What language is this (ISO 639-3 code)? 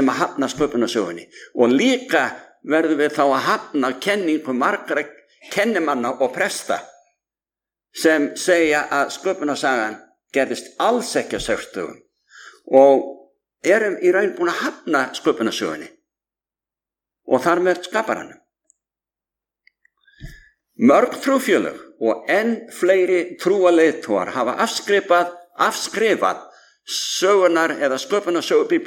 isl